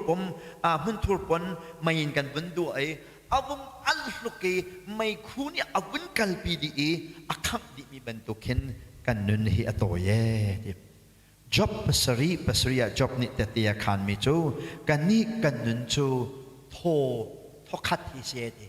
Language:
Hakha Chin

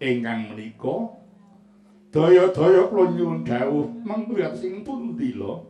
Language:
Javanese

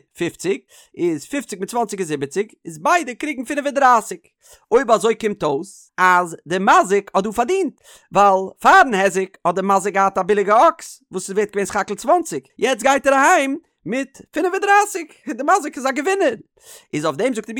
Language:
Yiddish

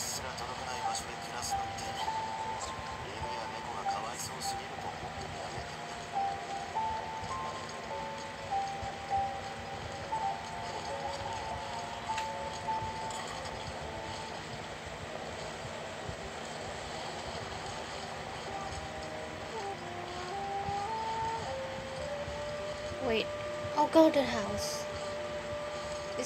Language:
English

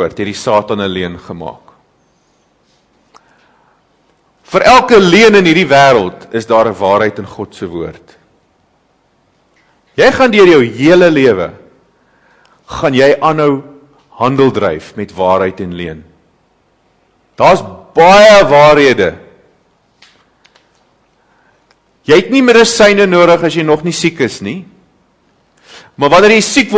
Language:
Afrikaans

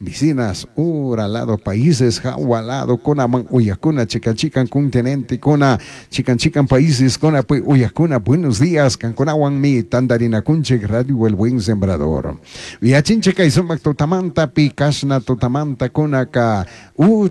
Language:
Chimborazo Highland Quichua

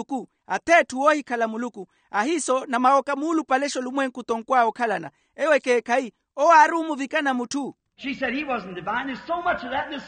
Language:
Makhuwa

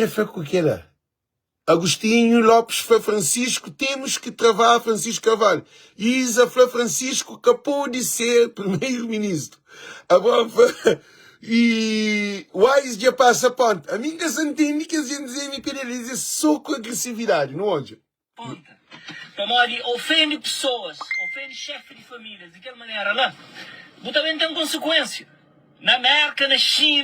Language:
Kabuverdianu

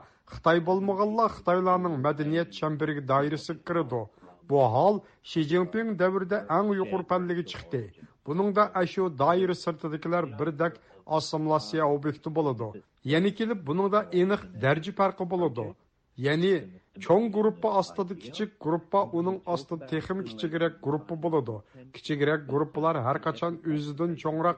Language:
Uyghur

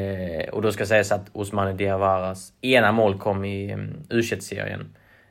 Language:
Swedish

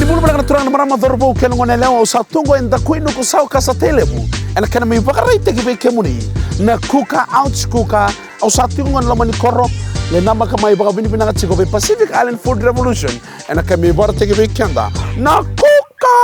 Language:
Fijian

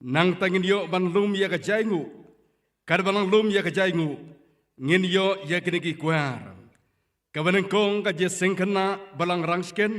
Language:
Khasi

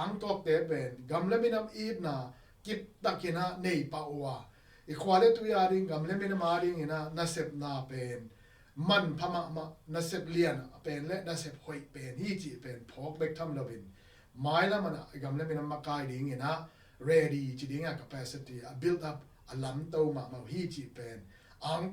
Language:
Tedim Chin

